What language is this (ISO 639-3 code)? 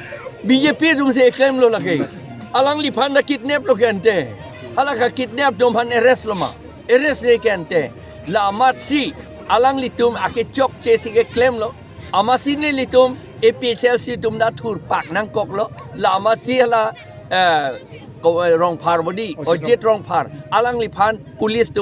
mjw